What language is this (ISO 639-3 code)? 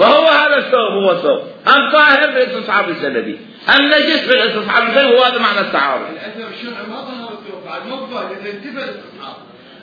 acm